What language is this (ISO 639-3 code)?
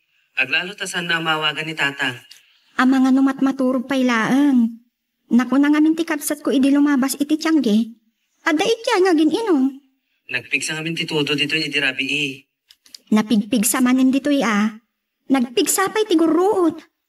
ilo